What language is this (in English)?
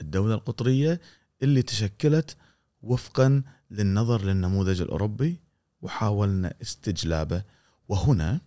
Gulf Arabic